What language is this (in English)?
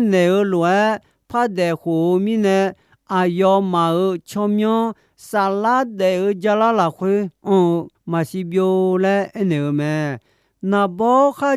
Akha